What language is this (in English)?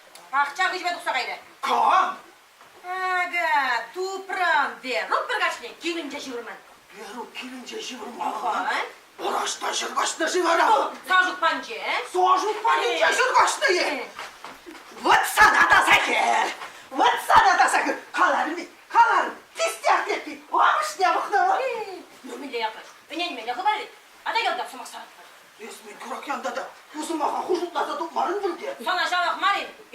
Chuvash